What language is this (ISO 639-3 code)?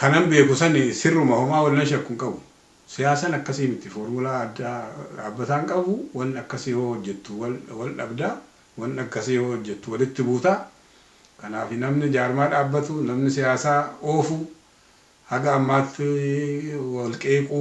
orm